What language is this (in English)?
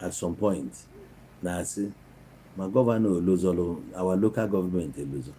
Igbo